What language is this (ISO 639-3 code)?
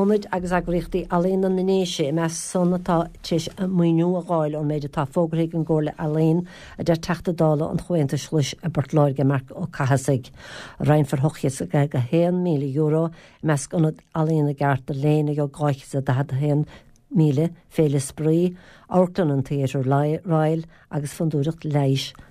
gle